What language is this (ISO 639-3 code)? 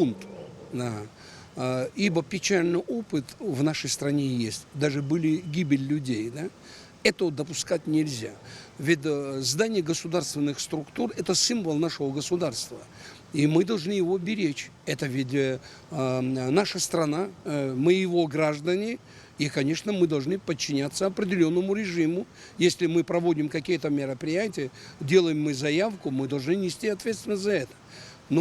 abk